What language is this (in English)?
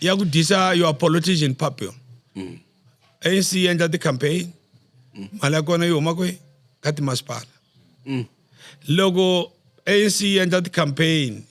Tsonga